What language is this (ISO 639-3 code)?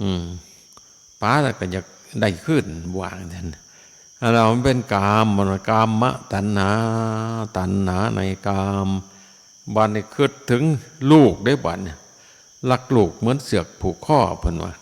tts